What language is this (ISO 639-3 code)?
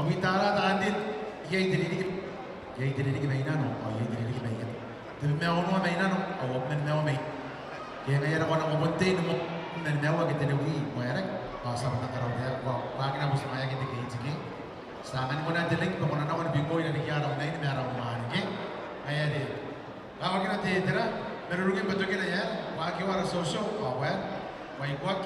gil